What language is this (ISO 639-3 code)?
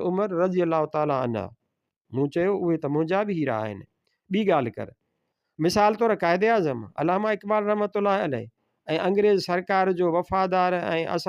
snd